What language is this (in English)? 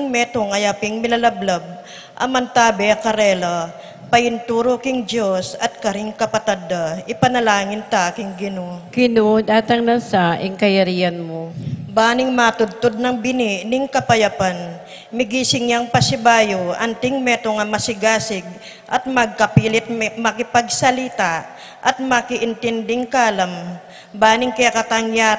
Pampanga